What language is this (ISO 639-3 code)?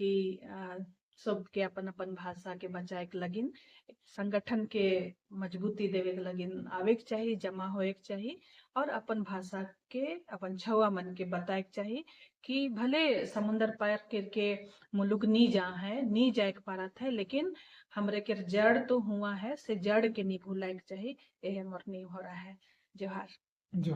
sck